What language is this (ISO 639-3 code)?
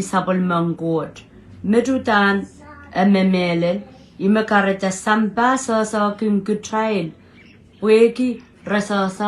pon